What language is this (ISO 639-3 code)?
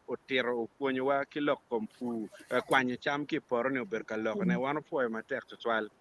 ach